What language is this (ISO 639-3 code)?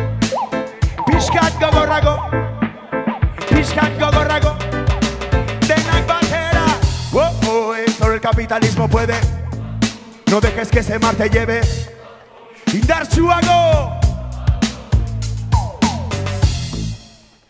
eus